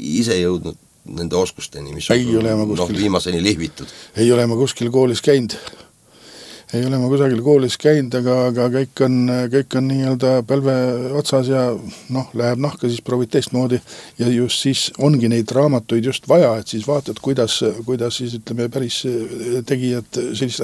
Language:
Estonian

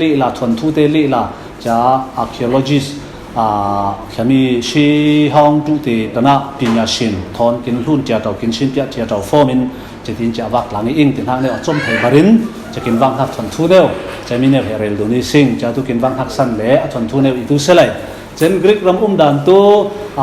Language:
Falam Chin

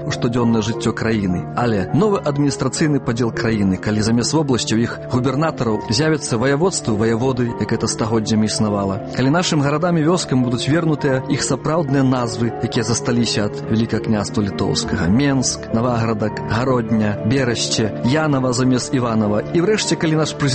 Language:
Belarusian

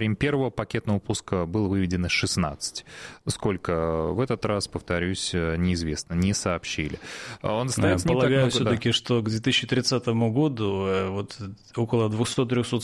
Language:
Russian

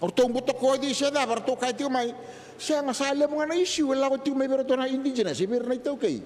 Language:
Fijian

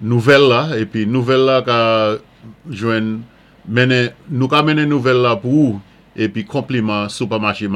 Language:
Saint Lucian Creole French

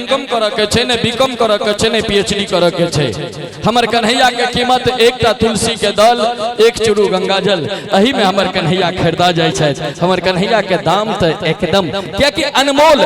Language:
Maithili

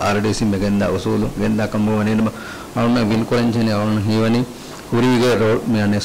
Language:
Divehi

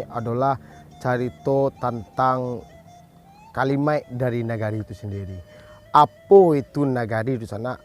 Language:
Minangkabau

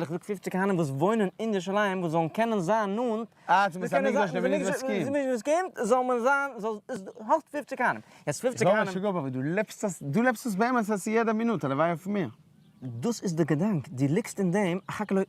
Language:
Yiddish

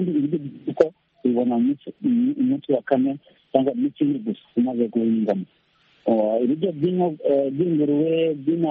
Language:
Kinyarwanda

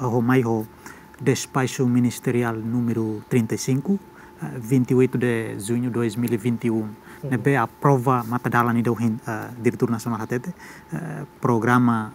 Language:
Tetum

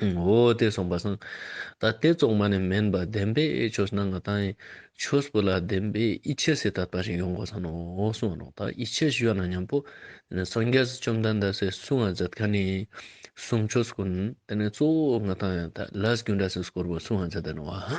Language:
Ladakhi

